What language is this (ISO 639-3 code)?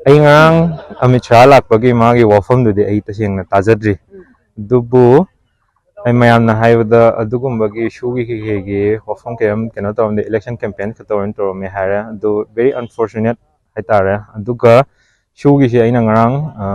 mni